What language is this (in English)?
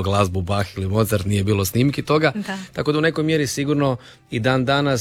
Croatian